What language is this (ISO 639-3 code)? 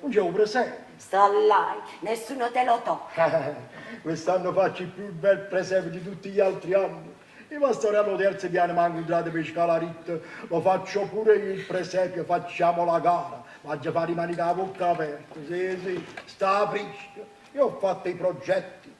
nap